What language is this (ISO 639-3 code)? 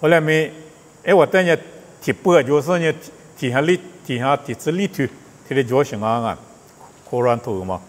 lis